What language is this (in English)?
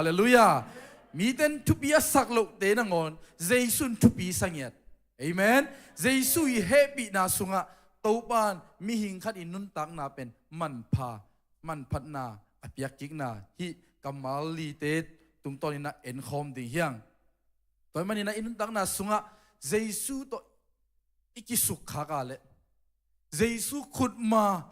Tedim Chin